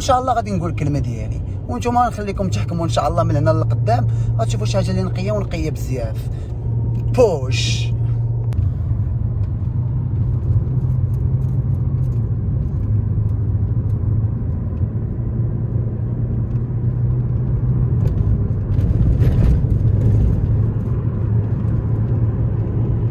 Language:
Moroccan Arabic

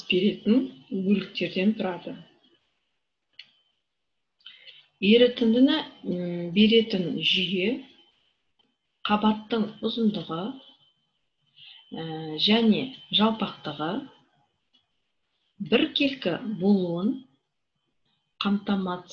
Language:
Kazakh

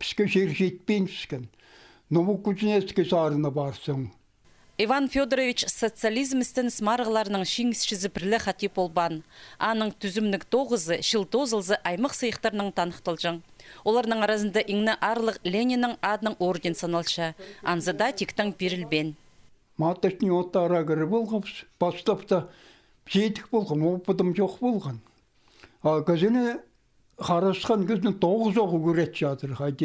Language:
Khakas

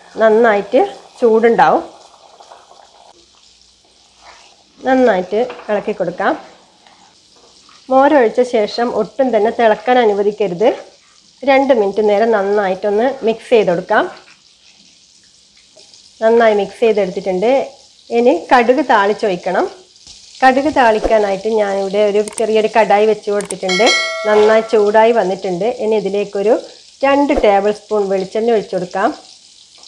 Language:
Malayalam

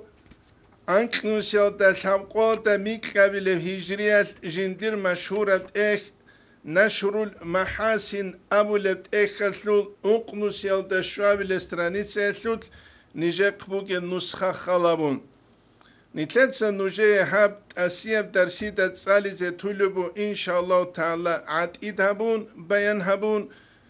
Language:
Avaric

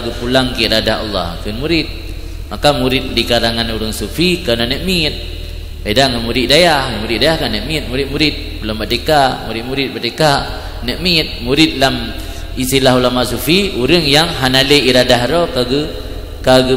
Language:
Achinese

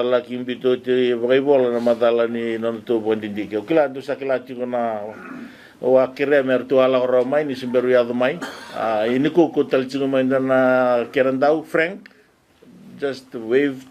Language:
Fijian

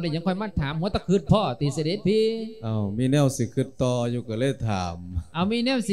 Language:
Lao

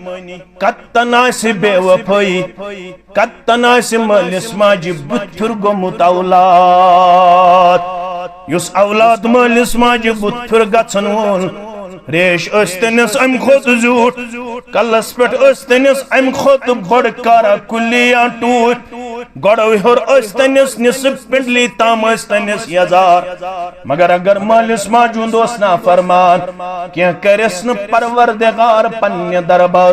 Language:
Kashmiri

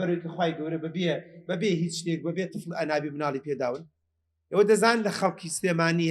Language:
Central Kurdish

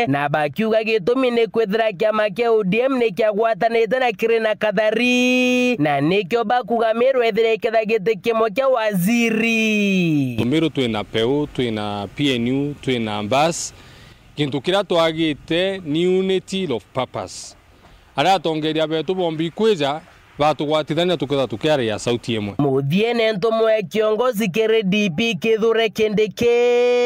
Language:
Meru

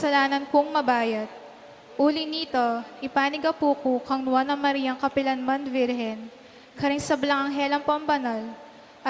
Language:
Pampanga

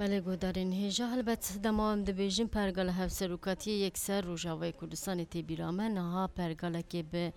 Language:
Kurdish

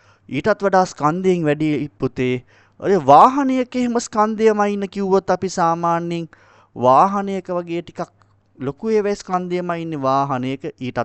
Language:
Sinhala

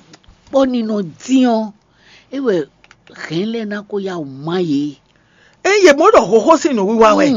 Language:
Fon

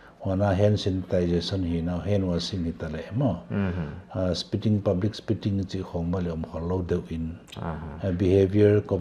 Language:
Paite Chin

